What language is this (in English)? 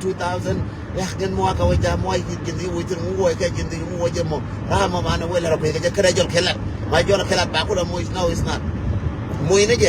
Nuer